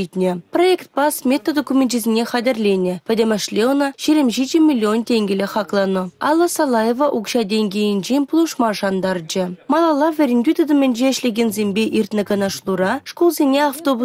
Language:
Chuvash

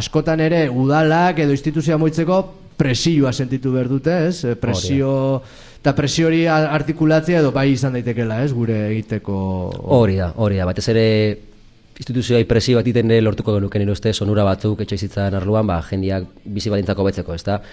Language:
Basque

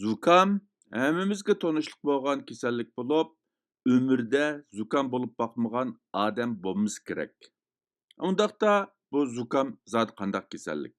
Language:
Uyghur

